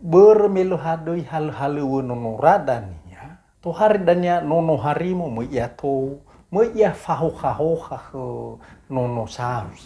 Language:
Nias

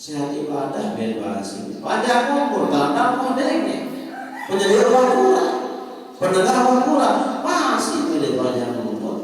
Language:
Sasak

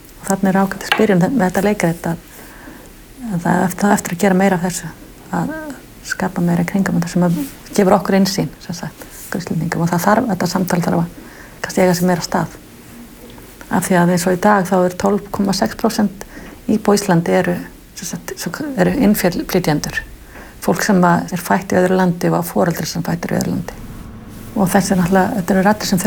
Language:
Icelandic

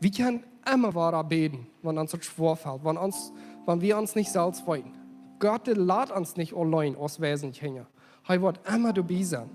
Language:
Plautdietsch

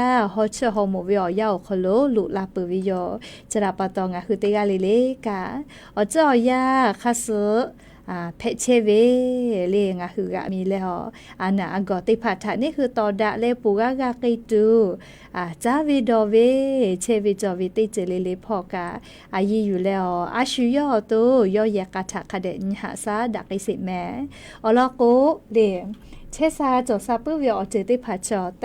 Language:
Lahu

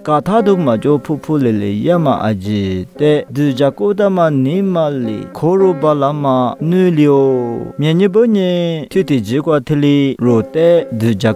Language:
Lisu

